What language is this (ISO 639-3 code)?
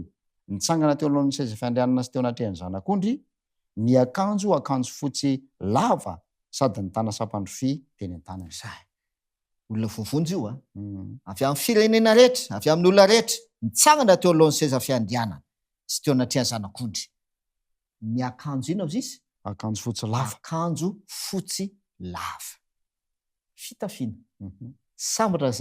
mlg